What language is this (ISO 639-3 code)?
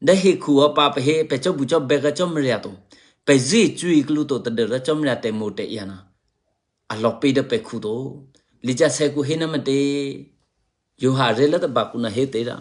eky